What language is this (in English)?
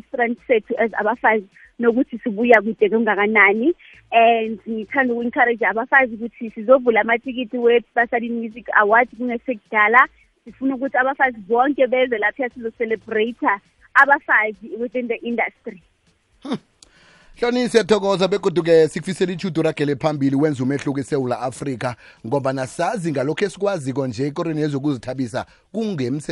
South Ndebele